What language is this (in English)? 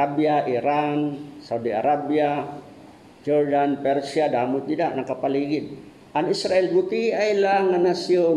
Waray